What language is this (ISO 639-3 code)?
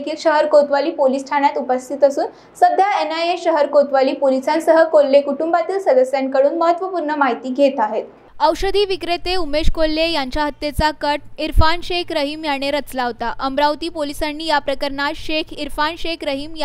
mar